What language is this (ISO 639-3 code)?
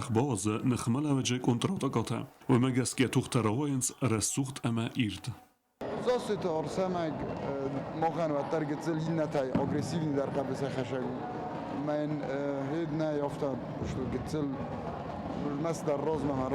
oss